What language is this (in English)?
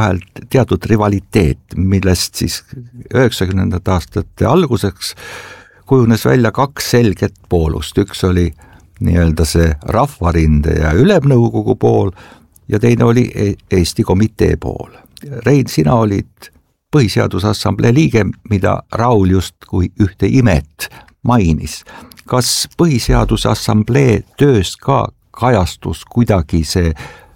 Estonian